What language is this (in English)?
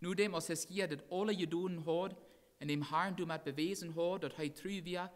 Plautdietsch